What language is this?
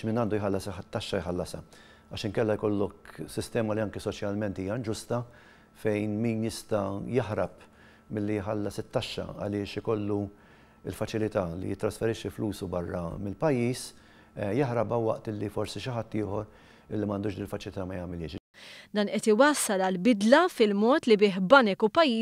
Maltese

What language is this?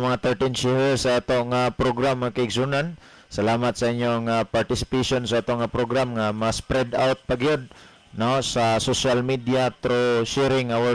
Cebuano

